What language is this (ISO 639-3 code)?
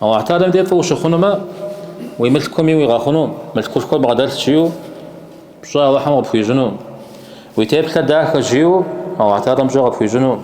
kbd